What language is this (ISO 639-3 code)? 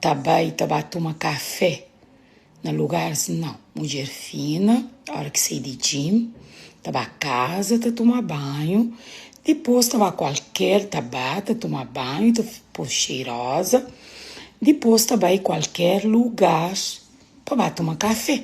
kea